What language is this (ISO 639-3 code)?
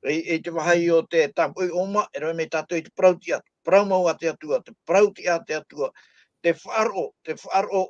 tah